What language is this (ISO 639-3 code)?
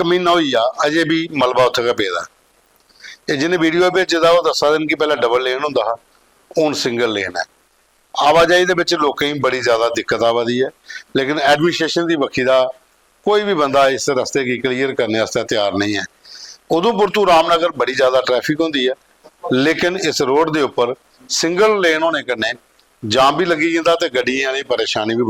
doi